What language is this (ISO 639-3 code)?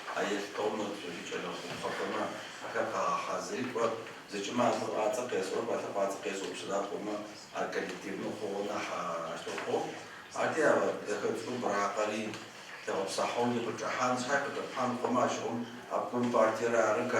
ady